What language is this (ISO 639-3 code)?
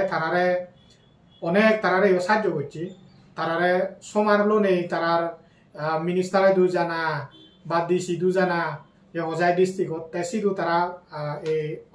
ccp